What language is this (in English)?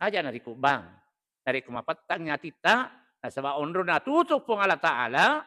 Buginese